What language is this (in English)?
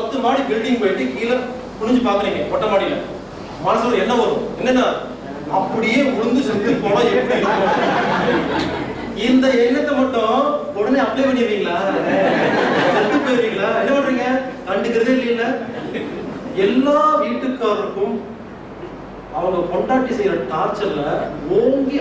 Tamil